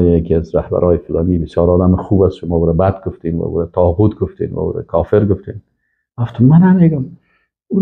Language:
Persian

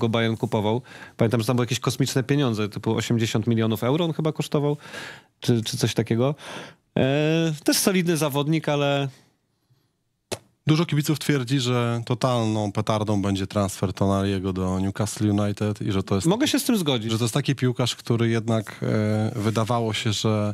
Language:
Polish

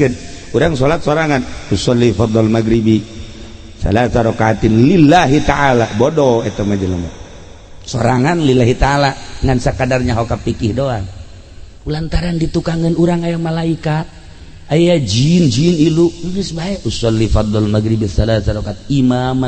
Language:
Sundanese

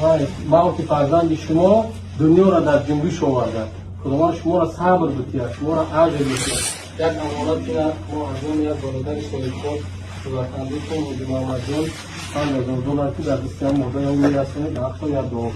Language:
Tajik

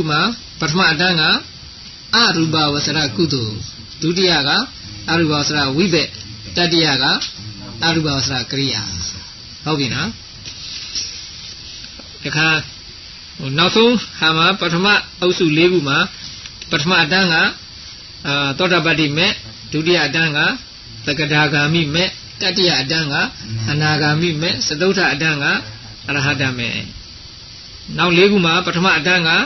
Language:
Burmese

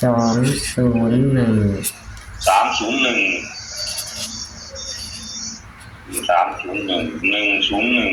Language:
Northeastern Thai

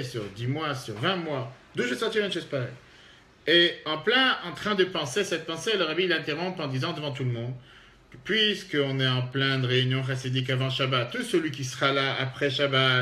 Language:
French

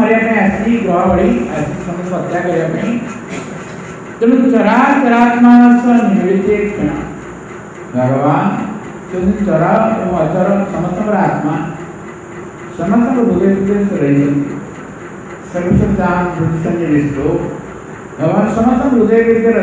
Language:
Odia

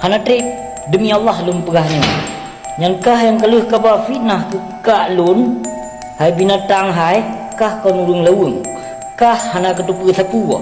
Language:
Achinese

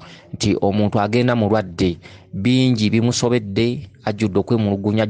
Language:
Ganda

